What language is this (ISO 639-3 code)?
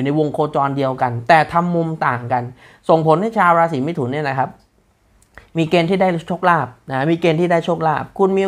tha